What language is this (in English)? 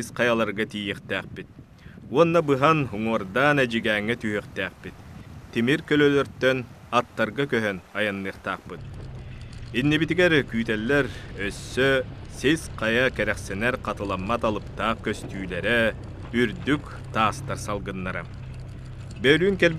Yakut